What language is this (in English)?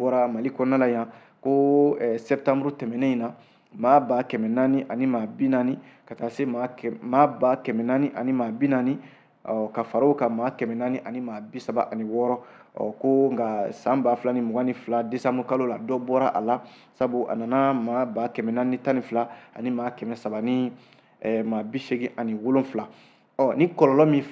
Bambara